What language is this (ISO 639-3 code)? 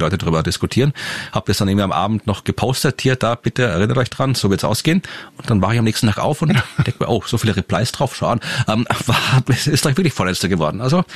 deu